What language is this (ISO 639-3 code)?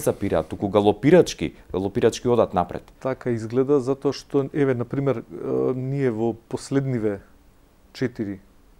mkd